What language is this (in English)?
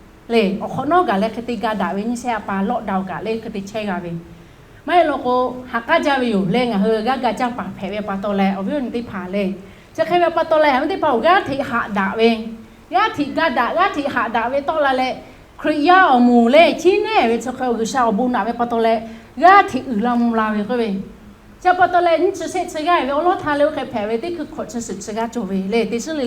Lahu